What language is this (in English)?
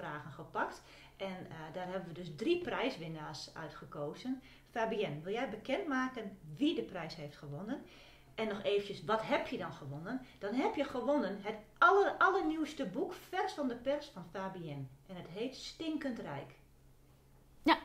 Dutch